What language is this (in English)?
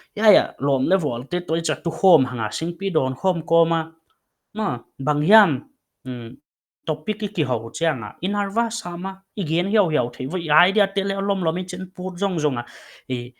Paite Chin